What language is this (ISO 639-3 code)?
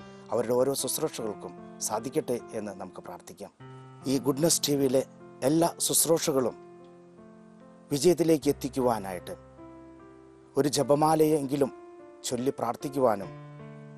mal